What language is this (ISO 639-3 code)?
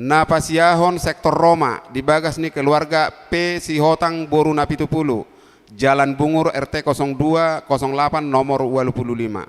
bbc